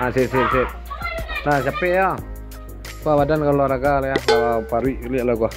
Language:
Minangkabau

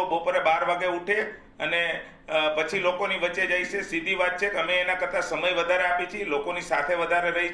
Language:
Gujarati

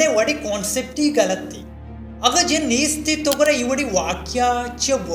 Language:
Baluchi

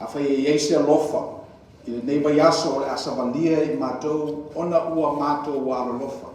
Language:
Samoan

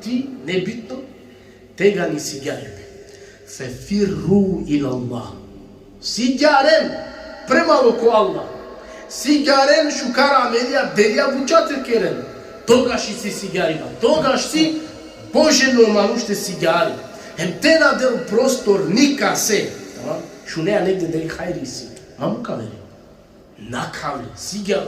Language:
Balkan Romani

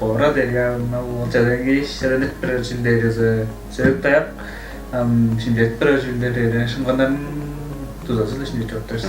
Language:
Tuvinian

